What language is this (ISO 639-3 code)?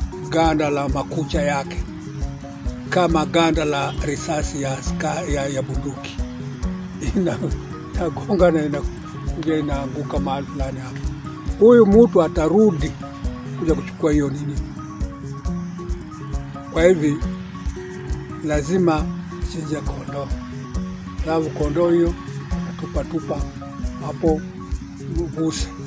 swa